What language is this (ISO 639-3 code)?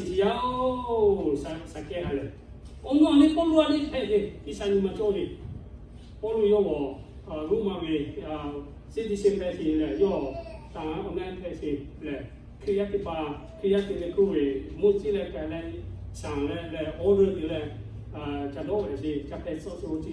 lhu